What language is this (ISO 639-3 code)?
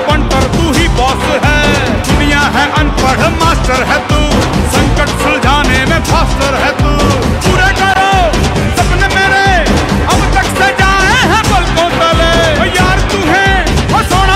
mar